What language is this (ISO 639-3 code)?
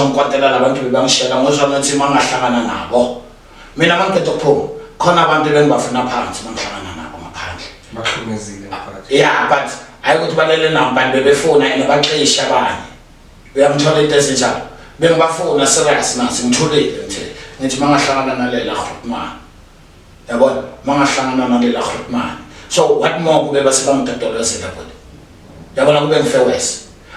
zul